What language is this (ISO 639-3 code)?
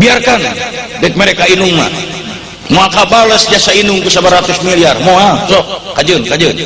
sun